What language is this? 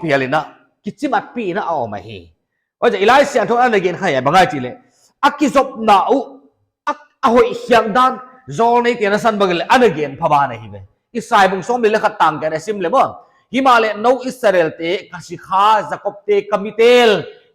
Paite Chin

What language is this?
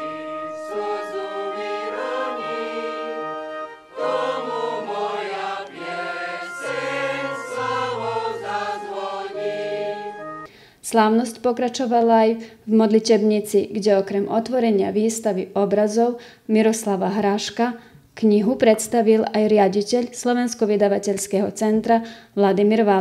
Slovak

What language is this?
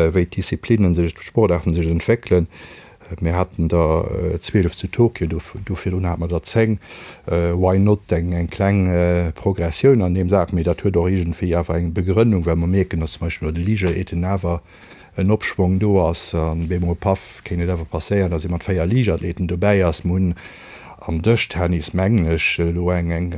Luxembourgish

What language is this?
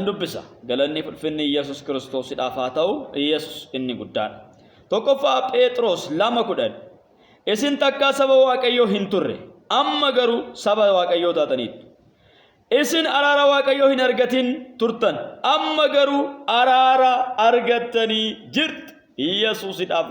Oromo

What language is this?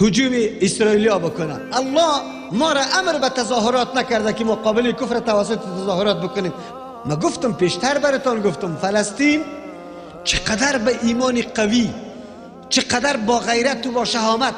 Tajik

